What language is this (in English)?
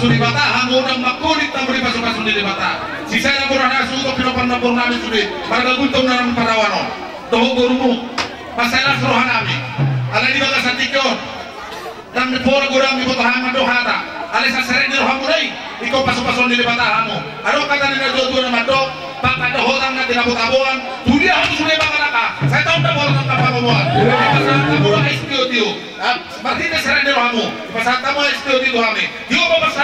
Batak Toba